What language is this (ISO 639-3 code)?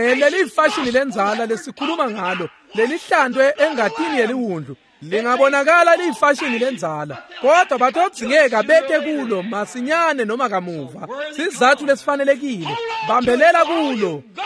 ssw